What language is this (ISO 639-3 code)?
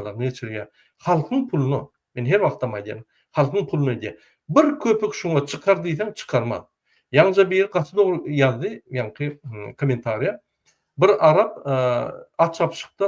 tuk